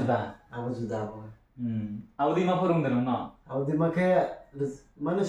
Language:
Riang (India)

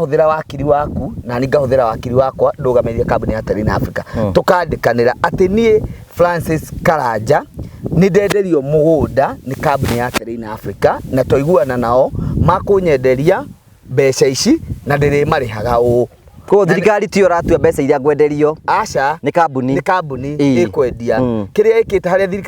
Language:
Kikuyu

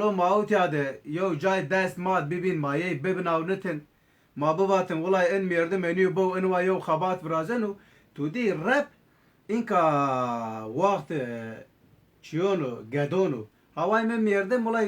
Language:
Zaza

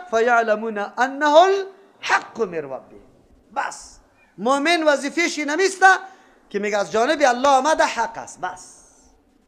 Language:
Persian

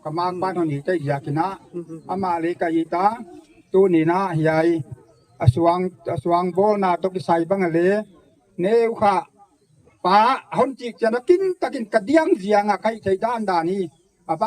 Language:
Gangte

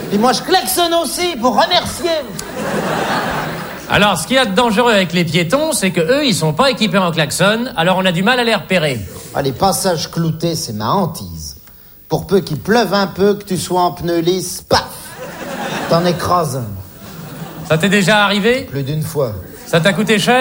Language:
French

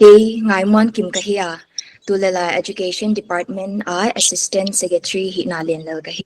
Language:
Paite Chin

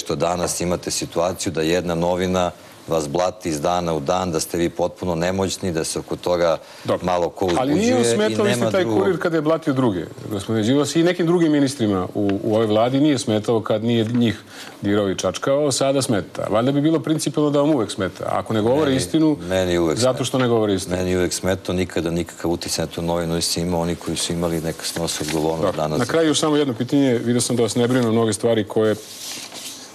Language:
Serbian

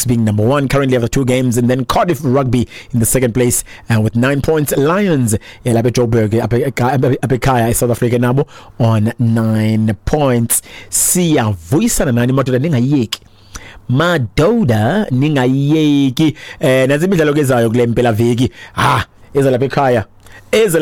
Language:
Xhosa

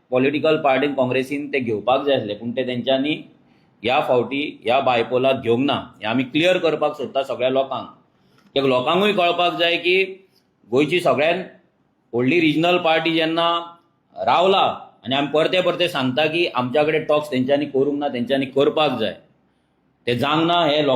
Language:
Konkani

